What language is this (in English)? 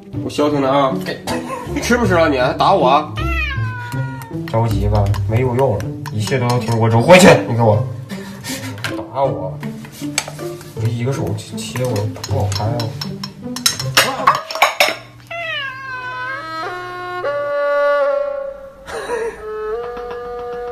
Chinese